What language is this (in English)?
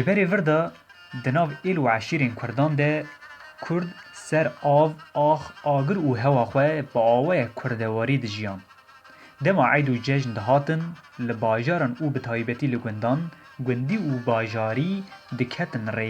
Kurdish